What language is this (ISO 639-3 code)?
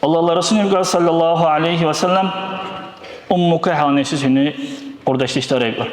dar